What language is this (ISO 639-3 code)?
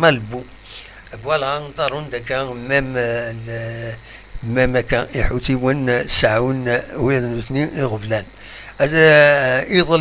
kab